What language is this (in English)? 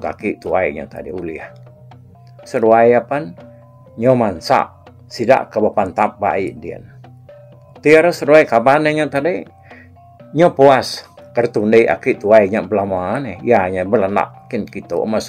Iban